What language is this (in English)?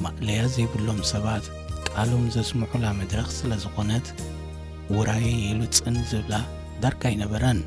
Tigrinya